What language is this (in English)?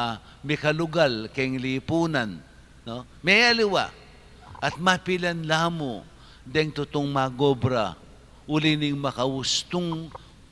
Pampanga